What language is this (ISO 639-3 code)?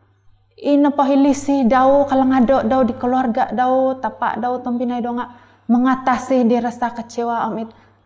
dtp